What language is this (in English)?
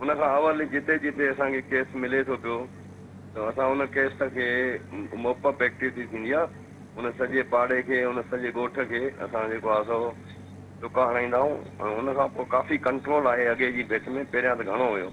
Sindhi